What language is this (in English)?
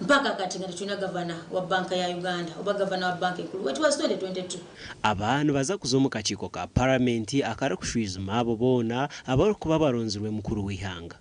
Nyankole